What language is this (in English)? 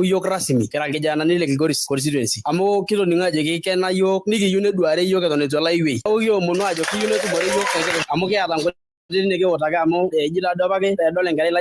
Masai